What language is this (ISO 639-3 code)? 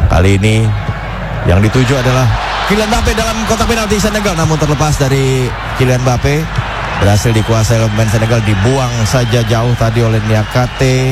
ind